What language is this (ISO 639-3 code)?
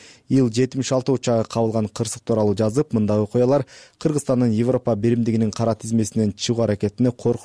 kir